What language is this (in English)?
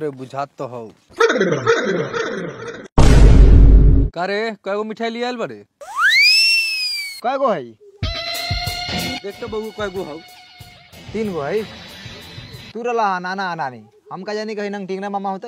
Bhojpuri